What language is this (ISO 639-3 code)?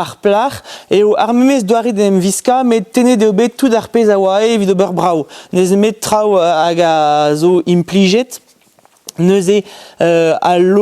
bre